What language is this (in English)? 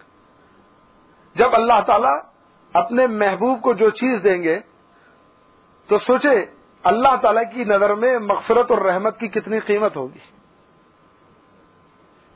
Urdu